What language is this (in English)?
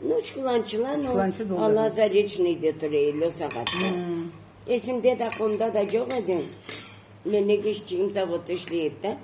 Karachay-Balkar